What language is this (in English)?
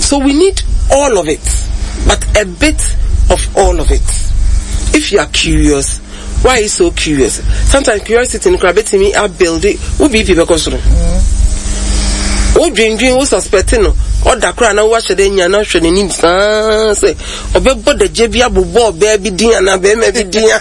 Akan